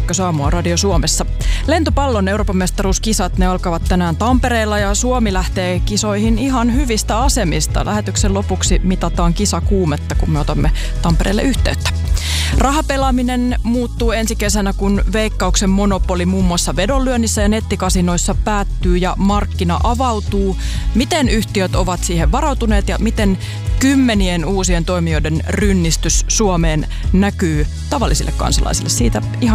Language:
Finnish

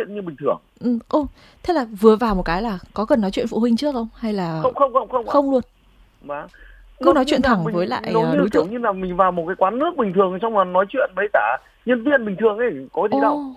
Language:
Vietnamese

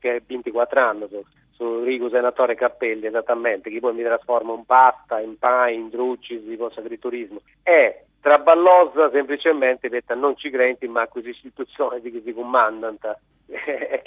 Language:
Sardinian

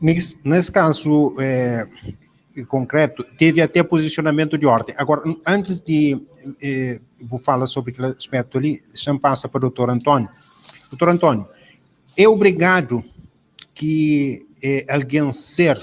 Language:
Kabuverdianu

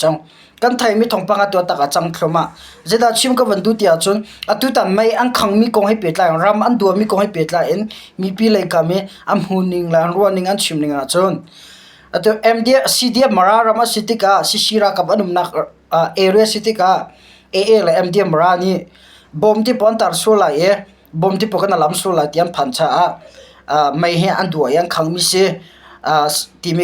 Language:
Hakha Chin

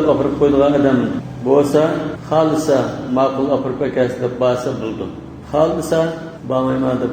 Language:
Uyghur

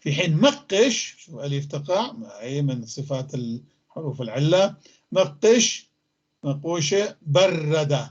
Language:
North Levantine Arabic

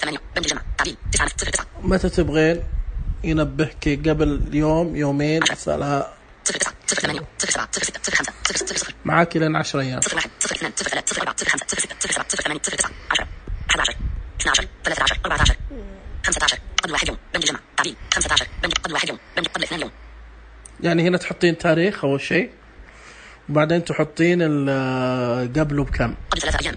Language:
Najdi Arabic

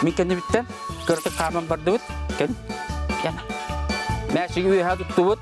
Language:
Yakut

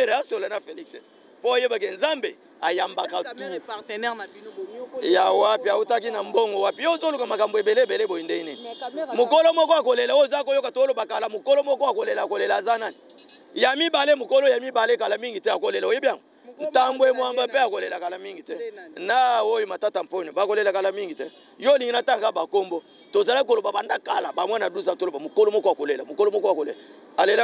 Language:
Lingala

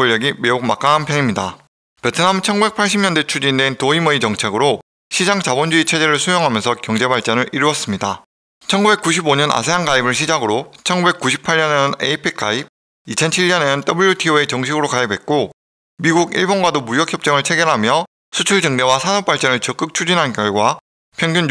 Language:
Korean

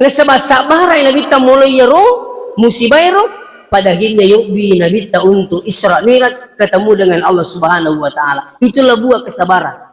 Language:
Buginese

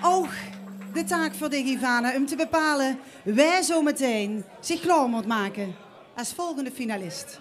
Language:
Limburgish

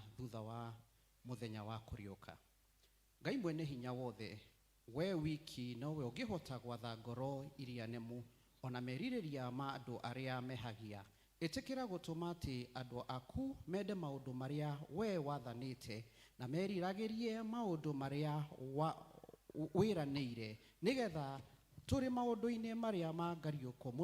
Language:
Kikuyu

